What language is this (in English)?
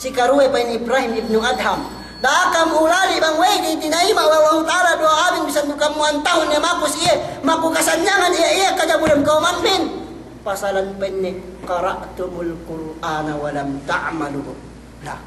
Yakan